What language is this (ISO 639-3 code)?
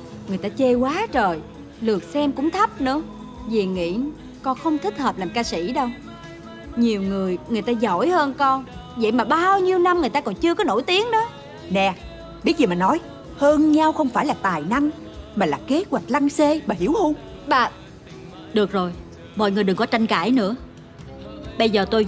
vie